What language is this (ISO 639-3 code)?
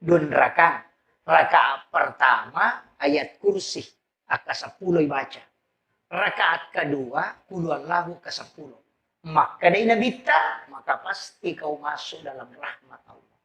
bug